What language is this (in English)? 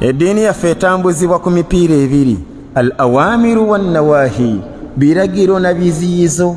Ganda